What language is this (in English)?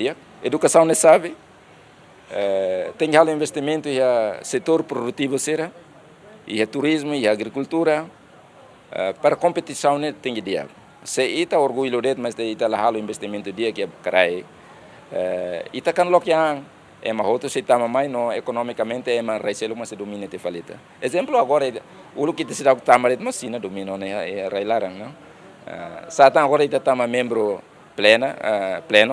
Tetum